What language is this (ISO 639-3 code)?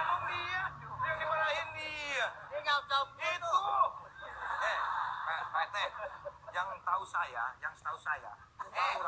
bew